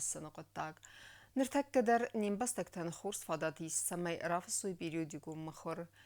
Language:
Ossetic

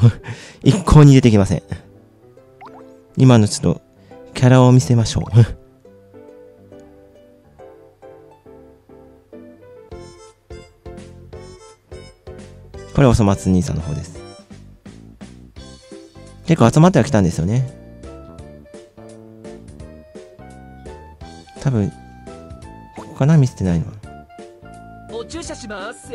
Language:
Japanese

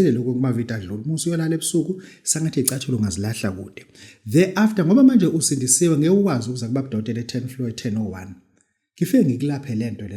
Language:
Zulu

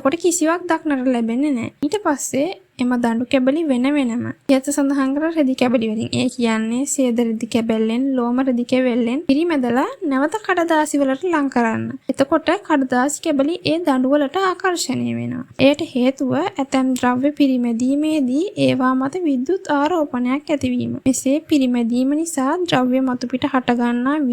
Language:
Sinhala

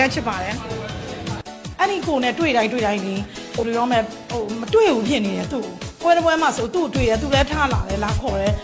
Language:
Burmese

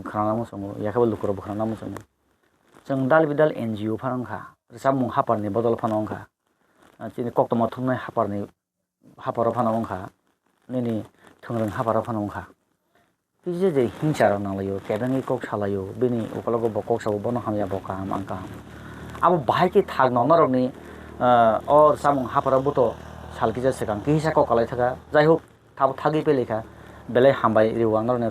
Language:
Kok Borok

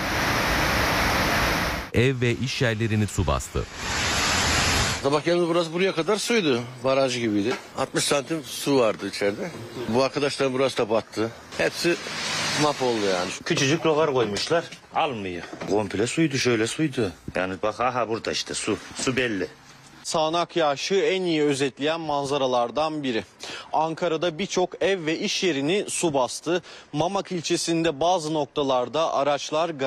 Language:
Turkish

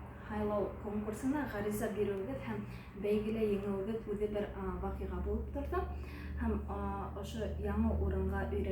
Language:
Bashkir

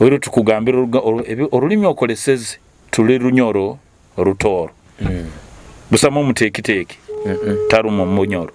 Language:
Nyoro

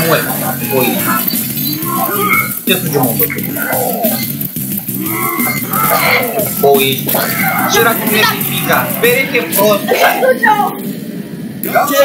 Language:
Romanian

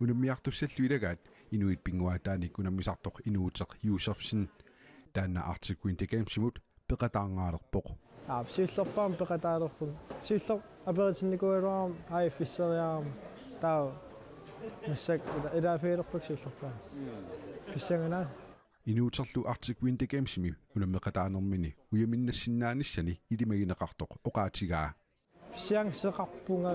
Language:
Kalaallisut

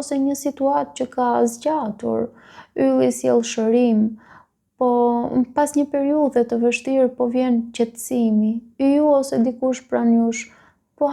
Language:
Albanian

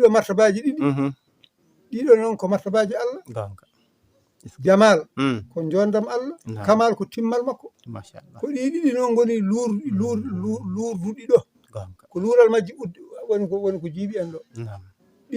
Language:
Fula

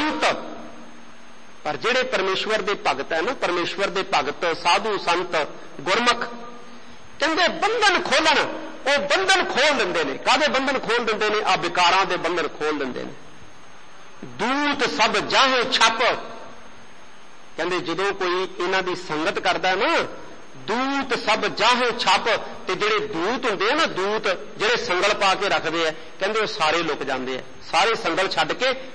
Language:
Punjabi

